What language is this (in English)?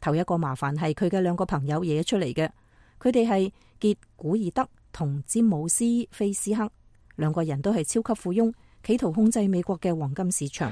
Cantonese